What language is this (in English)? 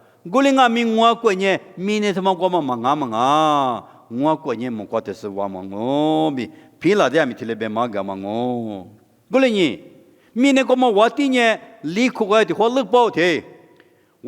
Lisu